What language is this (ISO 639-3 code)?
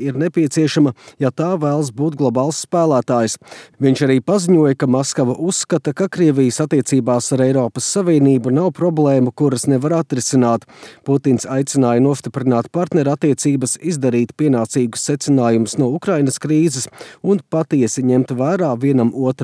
lav